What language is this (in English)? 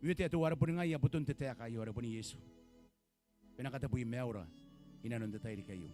Gilbertese